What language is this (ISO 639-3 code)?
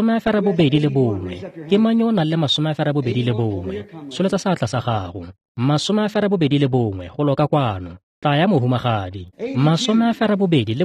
tsn